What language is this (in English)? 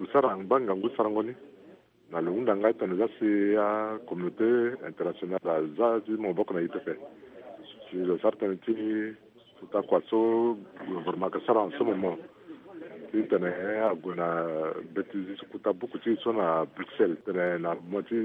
Sango